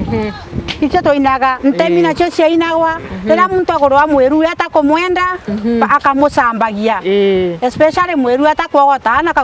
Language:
Meru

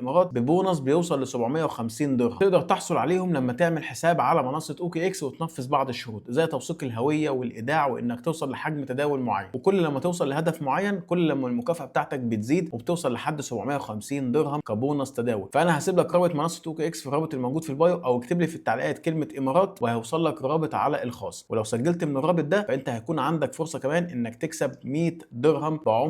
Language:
Egyptian Arabic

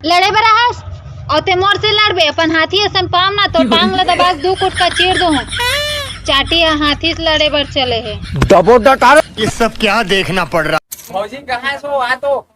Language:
Chhattisgarhi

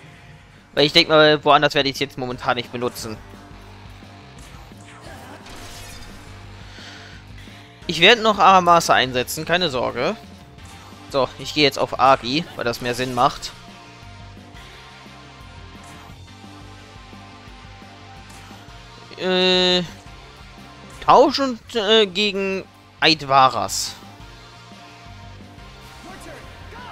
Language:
German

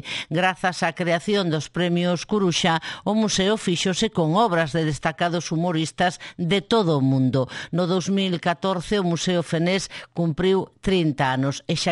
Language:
Galician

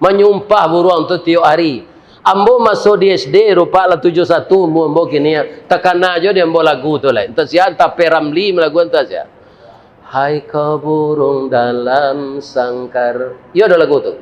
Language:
Minangkabau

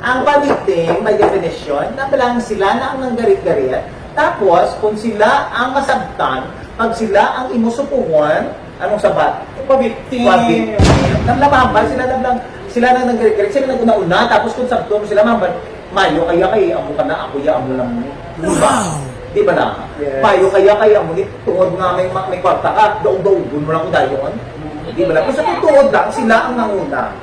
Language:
Hiligaynon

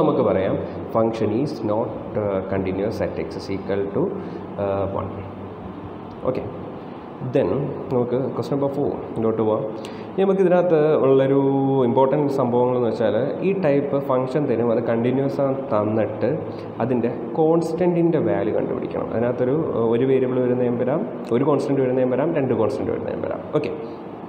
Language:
Malayalam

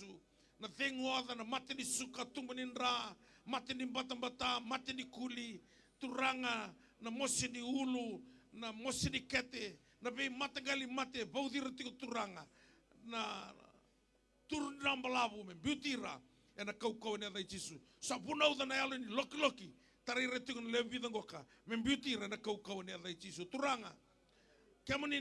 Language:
Fijian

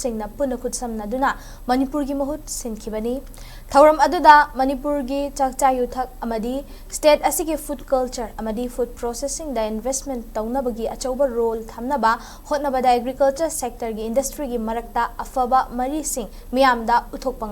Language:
Manipuri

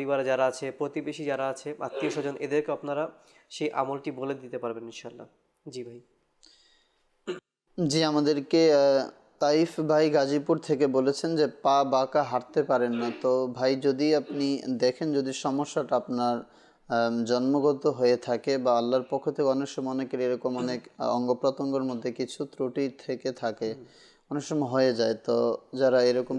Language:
Bangla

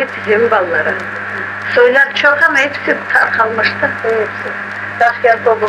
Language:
Crimean Tatar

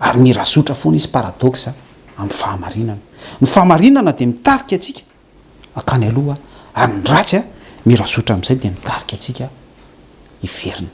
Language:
Malagasy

